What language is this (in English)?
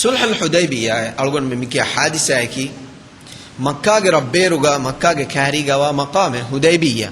Divehi